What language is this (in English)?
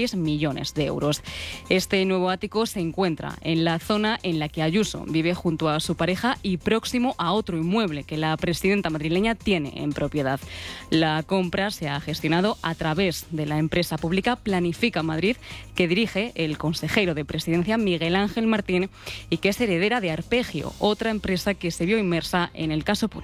Spanish